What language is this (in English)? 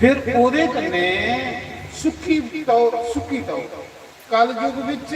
Dogri